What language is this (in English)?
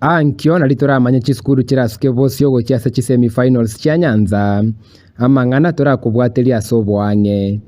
Gusii